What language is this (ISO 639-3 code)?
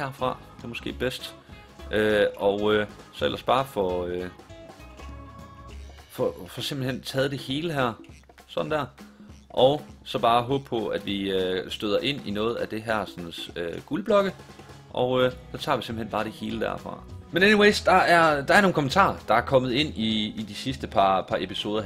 dan